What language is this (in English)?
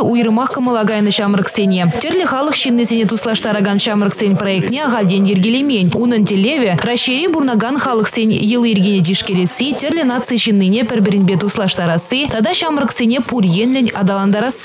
Chuvash